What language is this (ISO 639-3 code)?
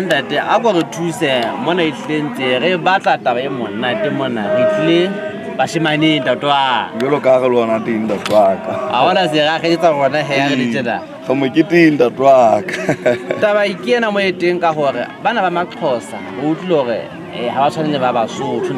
sot